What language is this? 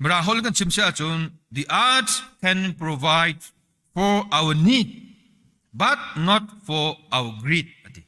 Hakha Chin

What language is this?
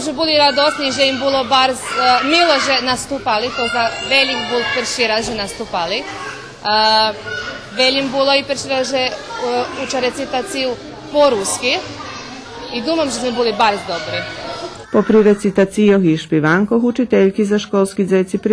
Rusyn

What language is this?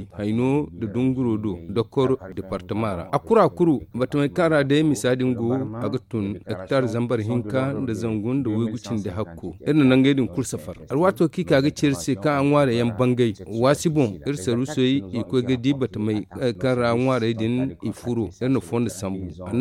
Zarma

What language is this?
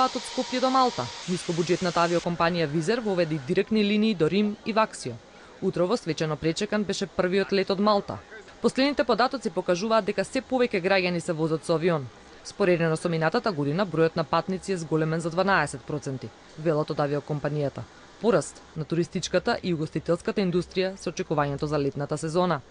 Macedonian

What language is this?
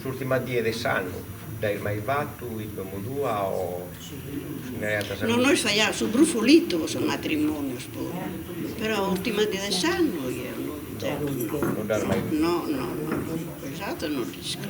Sardinian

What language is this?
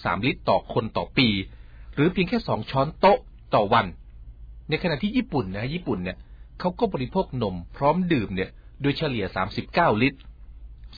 Thai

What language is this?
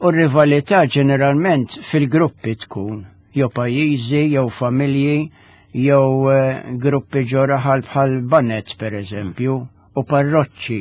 Maltese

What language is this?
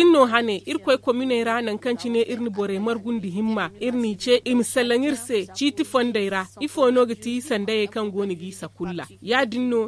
Zarma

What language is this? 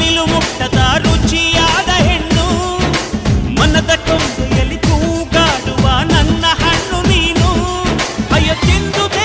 Kannada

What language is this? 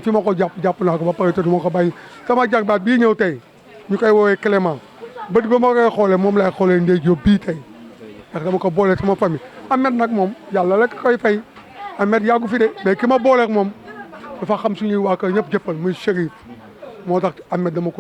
Wolof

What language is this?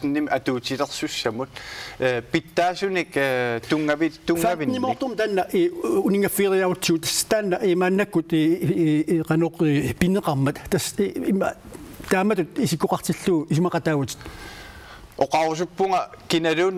Kalaallisut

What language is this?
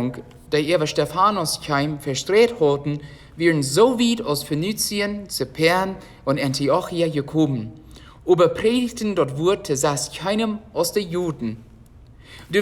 Plautdietsch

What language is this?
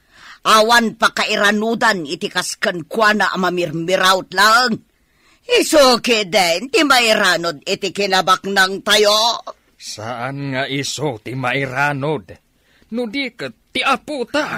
Iloko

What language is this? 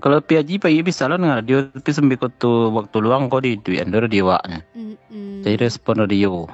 Minangkabau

